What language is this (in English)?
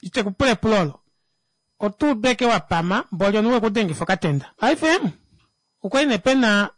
Kuanyama